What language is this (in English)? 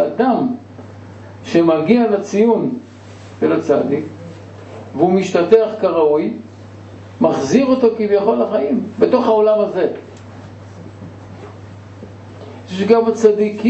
Hebrew